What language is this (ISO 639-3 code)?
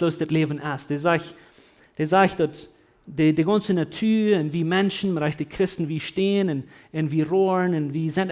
pdt